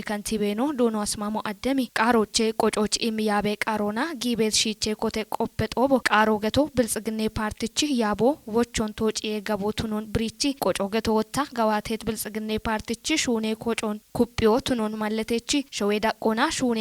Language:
Kafa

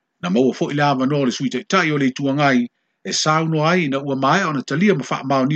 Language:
Samoan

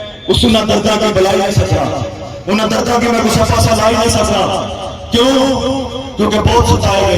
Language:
Pahari-Potwari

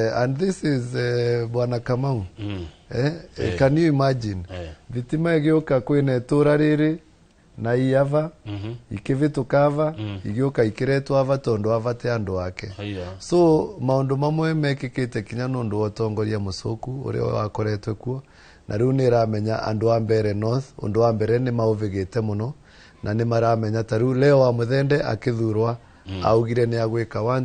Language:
Kikuyu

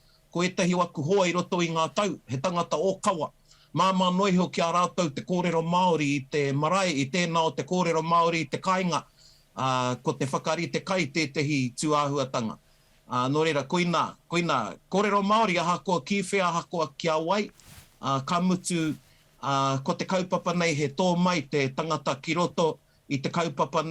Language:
Māori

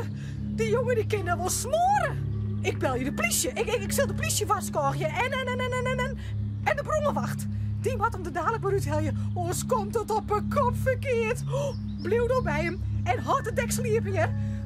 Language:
Western Frisian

